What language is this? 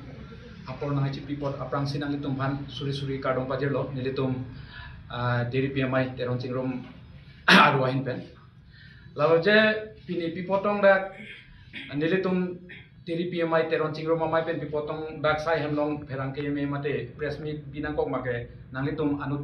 Karbi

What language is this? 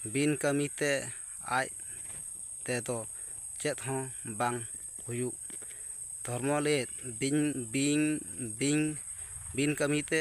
Santali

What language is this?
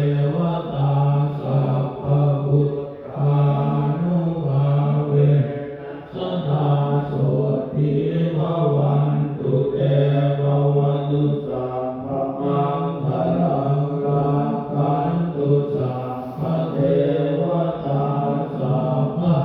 Pali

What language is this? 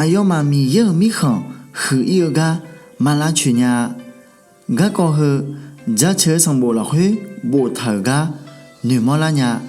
Akha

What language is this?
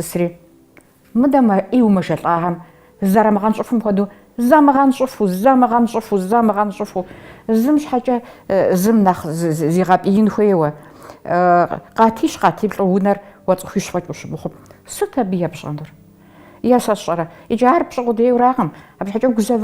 Kabardian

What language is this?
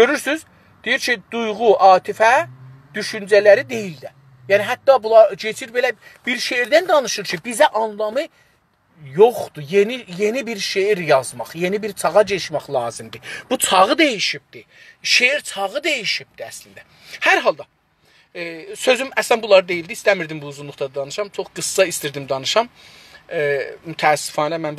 South Azerbaijani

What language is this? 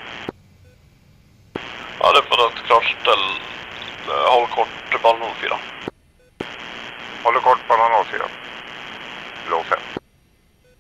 Swedish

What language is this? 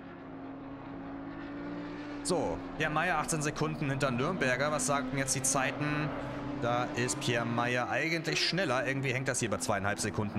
German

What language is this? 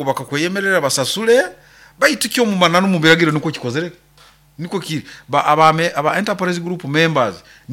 Nyoro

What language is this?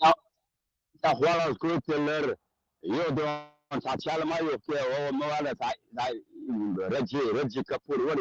Chechen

